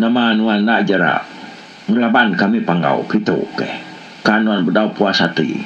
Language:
Iban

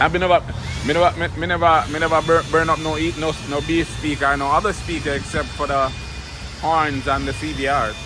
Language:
Jamaican Creole English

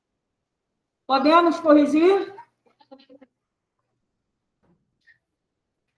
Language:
Portuguese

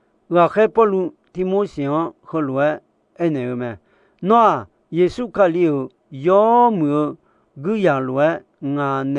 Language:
Akha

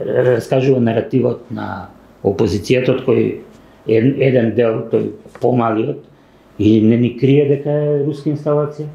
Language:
Macedonian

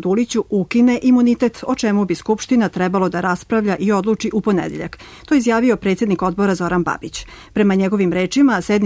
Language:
Serbian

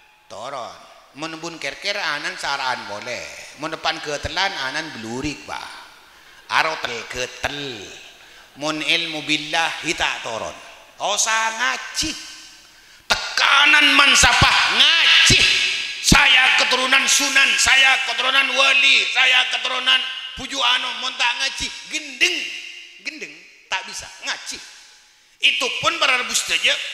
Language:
Madurese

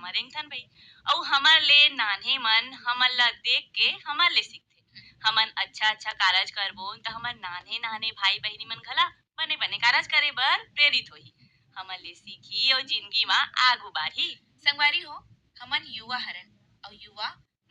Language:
Chhattisgarhi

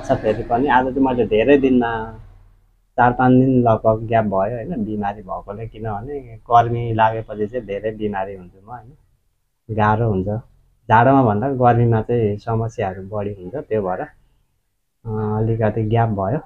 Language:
Nepali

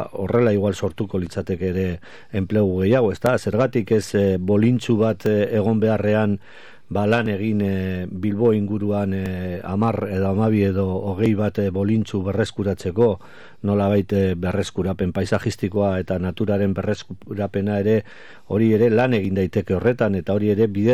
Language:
Basque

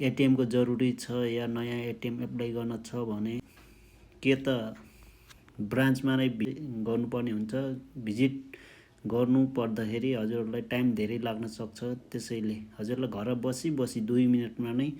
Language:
Nepali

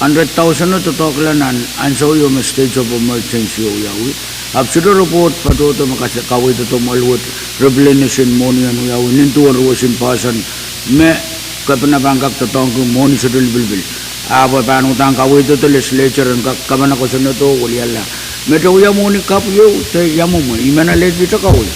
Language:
Pohnpeian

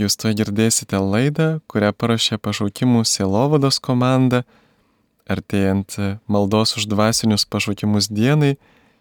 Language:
Lithuanian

